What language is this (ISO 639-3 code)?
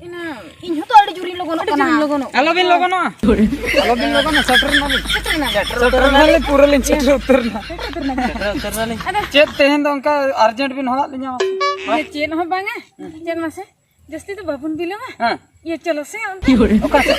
sat